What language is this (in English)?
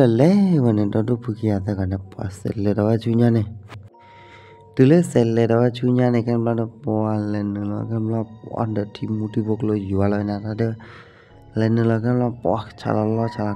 S'gaw Karen